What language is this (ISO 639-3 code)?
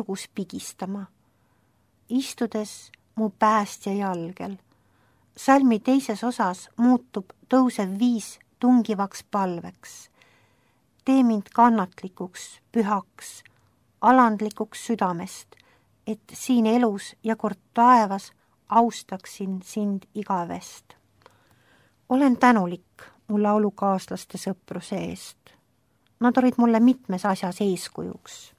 est